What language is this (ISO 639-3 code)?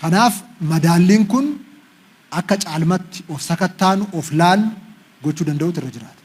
orm